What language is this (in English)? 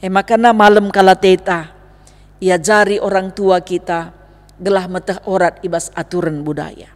Batak Karo